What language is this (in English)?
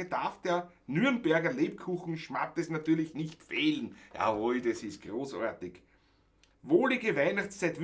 Bavarian